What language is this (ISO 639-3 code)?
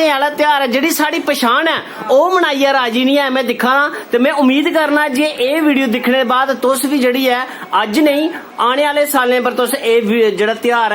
doi